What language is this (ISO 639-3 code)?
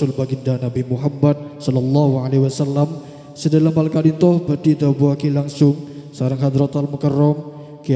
mad